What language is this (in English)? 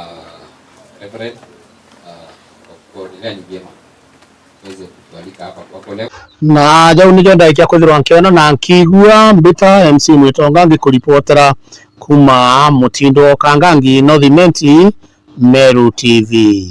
Meru